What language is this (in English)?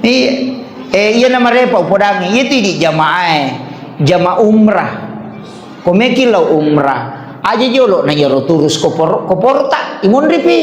Buginese